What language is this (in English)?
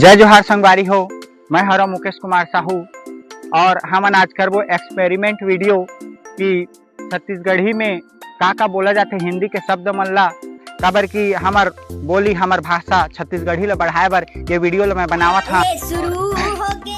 Chhattisgarhi